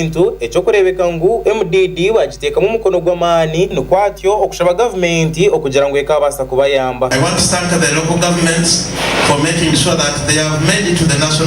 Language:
Nyankole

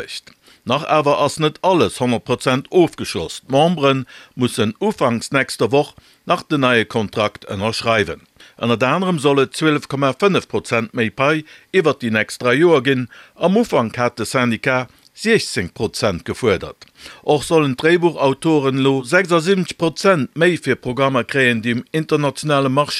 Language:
Luxembourgish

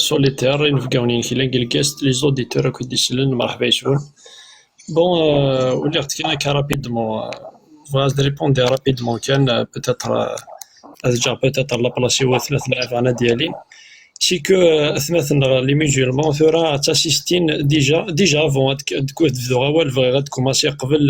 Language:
Kabyle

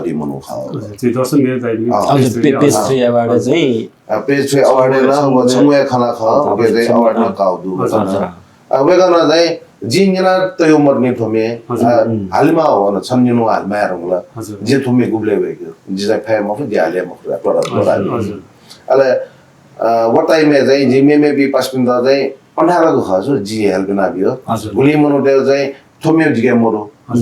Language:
Newari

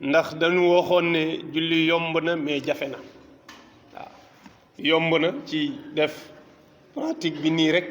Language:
Wolof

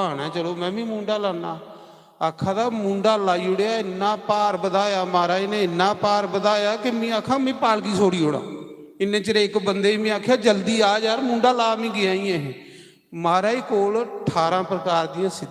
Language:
Dogri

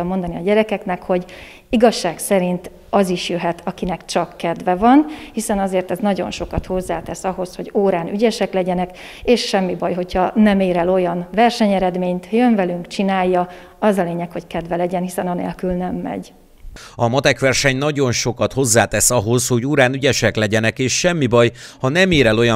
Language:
Hungarian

